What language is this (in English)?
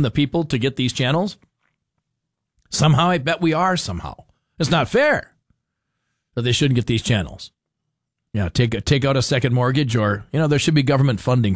English